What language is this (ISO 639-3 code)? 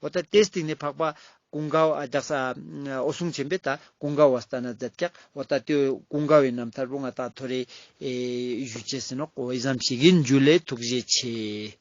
lbj